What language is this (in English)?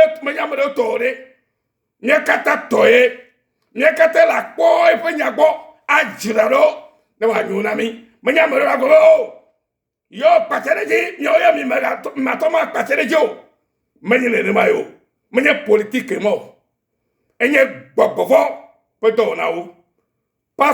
Ewe